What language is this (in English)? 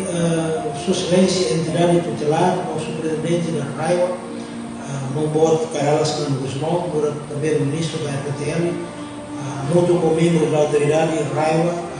Tetum